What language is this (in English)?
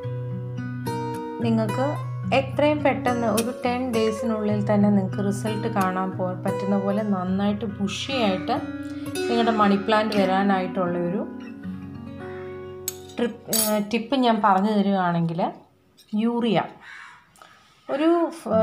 Malayalam